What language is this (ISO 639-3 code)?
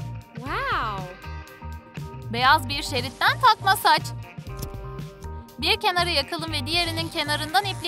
tur